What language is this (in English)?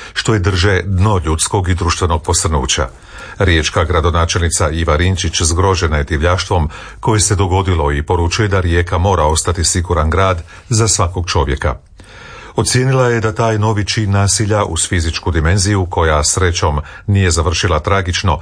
Croatian